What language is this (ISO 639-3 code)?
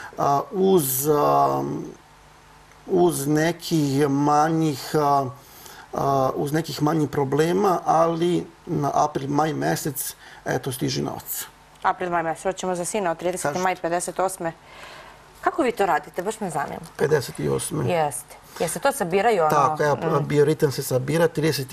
srp